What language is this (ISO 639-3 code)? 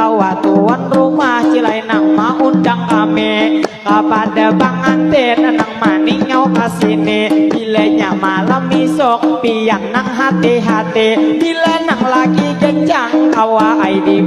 bjn